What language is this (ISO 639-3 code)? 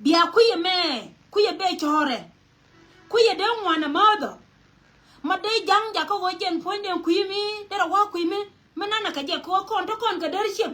nus